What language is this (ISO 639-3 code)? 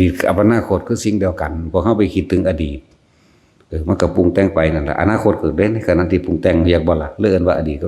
lao